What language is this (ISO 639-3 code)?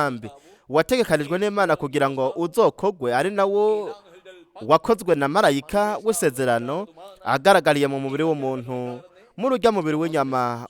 run